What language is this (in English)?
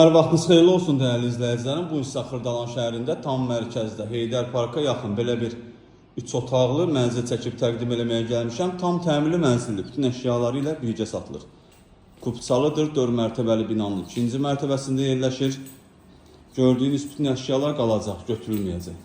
Azerbaijani